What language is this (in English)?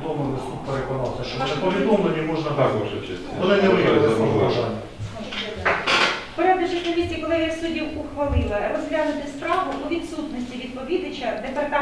Ukrainian